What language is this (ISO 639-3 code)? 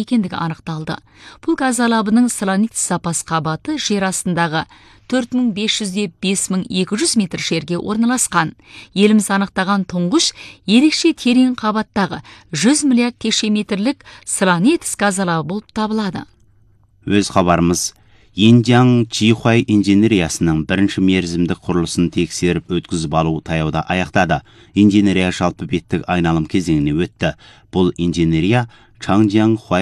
kaz